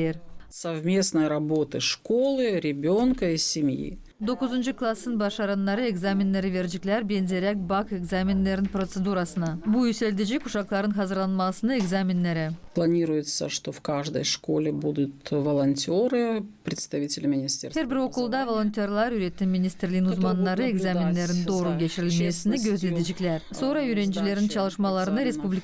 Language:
Gagauz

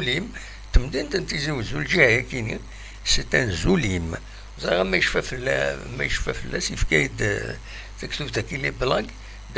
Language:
Kabyle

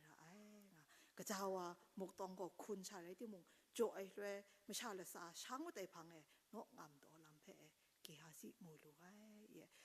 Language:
Kachin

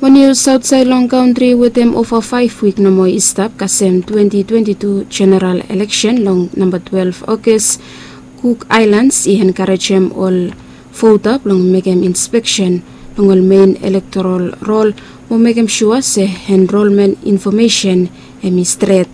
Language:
Bislama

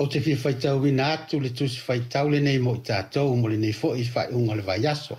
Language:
Samoan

